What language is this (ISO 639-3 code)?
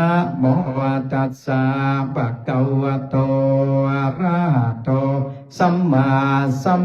pli